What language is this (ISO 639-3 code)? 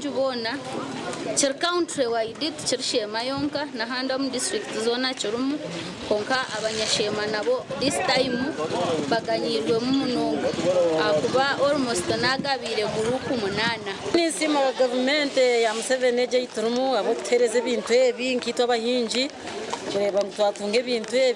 nyn